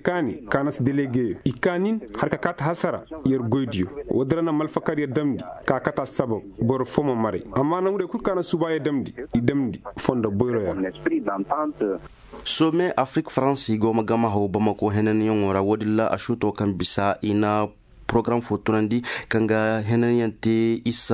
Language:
Koyraboro Senni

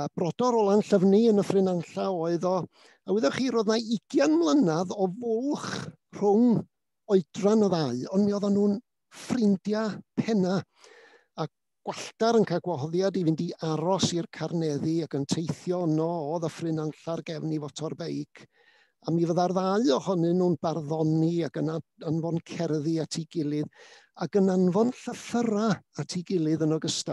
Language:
Welsh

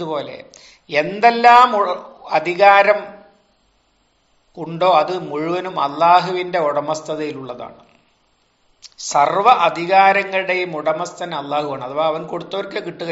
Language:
Malayalam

